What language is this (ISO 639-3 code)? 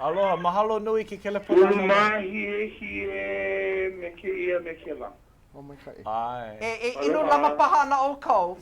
haw